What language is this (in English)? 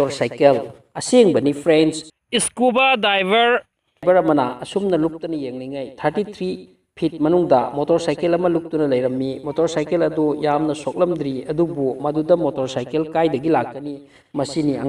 Manipuri